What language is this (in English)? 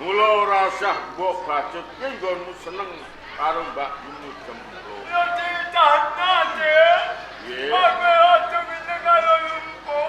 Javanese